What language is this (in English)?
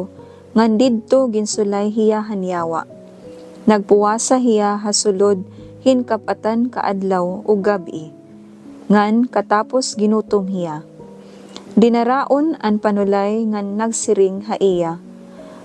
Waray